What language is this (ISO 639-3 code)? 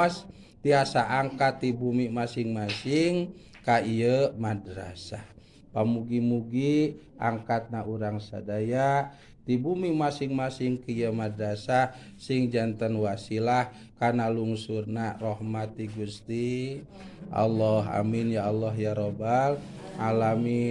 sun